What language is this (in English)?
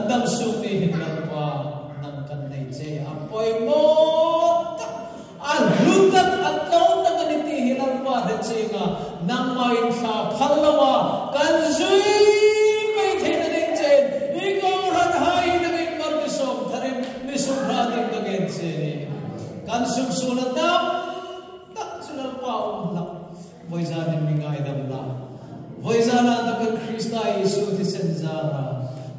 Hmar